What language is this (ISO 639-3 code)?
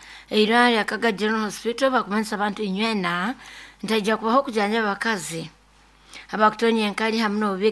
nyo